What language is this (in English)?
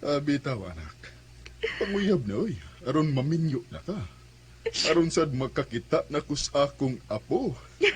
Cebuano